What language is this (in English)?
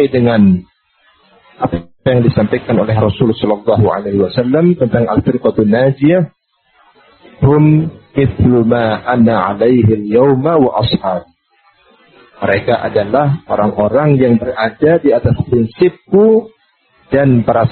Indonesian